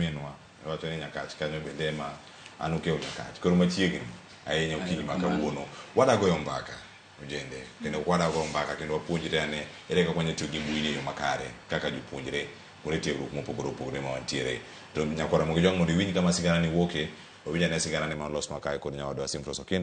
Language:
Luo (Kenya and Tanzania)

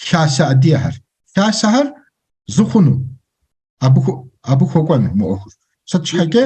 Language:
Kabardian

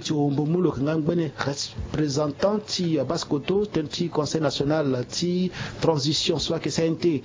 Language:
Sango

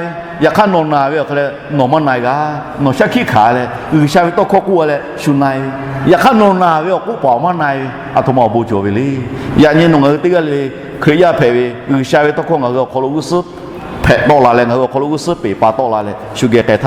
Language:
Lahu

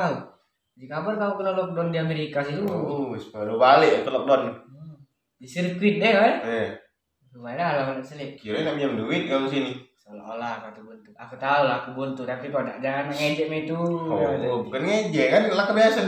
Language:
Musi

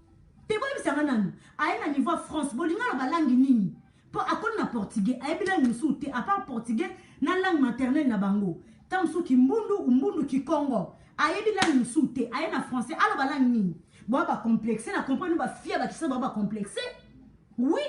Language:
Lingala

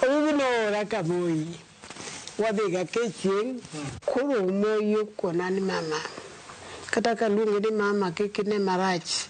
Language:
Luo (Kenya and Tanzania)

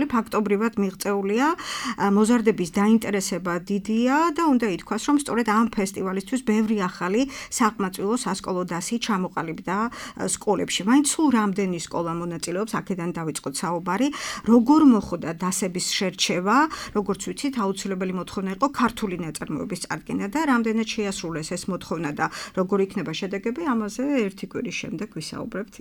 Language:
Georgian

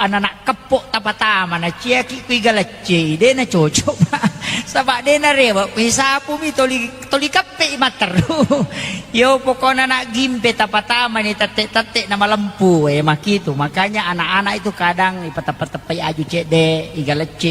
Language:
Buginese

